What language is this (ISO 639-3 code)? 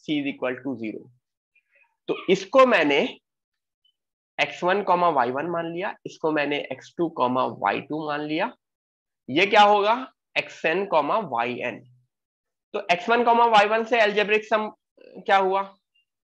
hin